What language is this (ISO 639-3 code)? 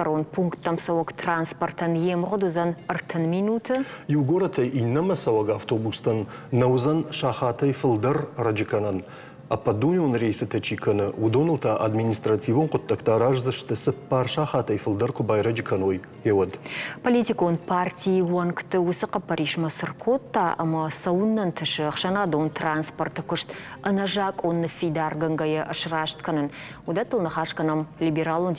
oss